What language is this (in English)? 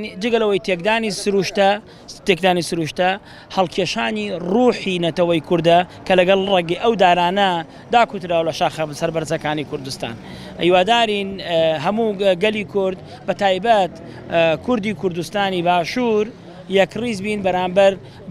Central Kurdish